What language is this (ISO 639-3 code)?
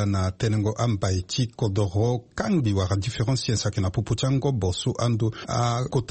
sag